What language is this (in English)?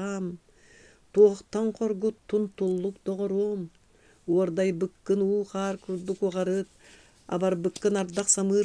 Yakut